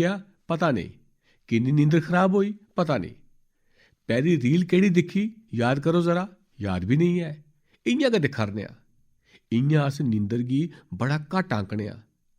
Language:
Dogri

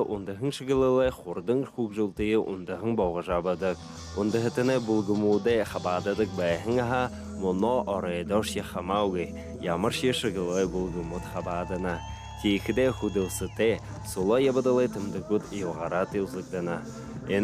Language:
Buriat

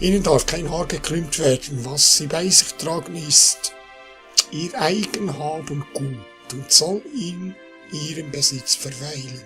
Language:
Swiss German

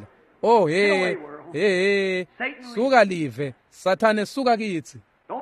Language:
Swati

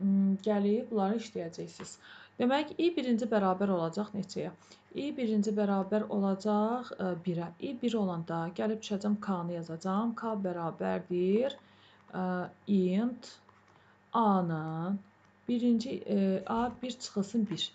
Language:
Azerbaijani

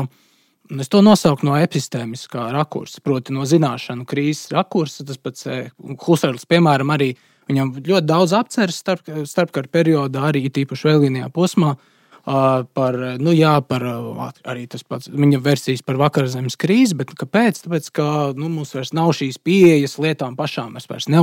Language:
Latvian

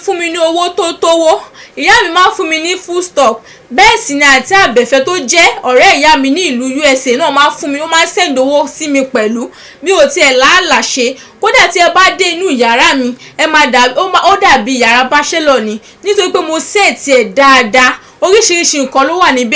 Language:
Yoruba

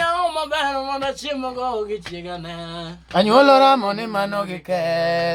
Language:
Luo (Kenya and Tanzania)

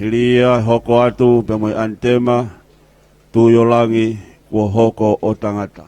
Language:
Tongan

